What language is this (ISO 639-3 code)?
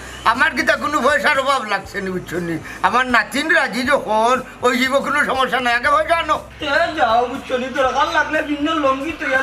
syl